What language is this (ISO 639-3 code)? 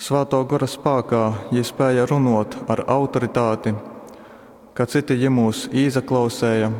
ltg